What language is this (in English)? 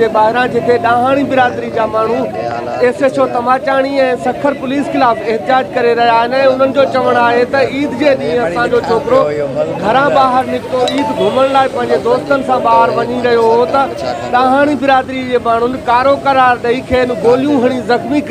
Sindhi